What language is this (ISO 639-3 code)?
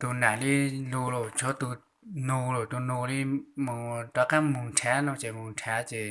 hmn